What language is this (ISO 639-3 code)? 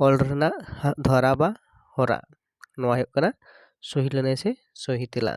sat